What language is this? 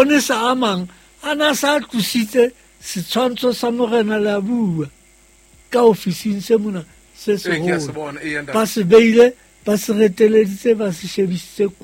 Southern Sotho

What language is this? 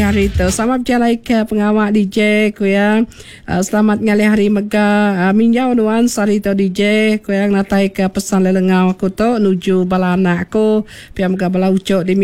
Iban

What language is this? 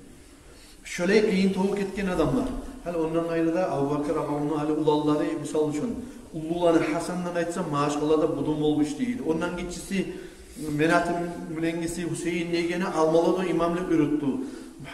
Kumyk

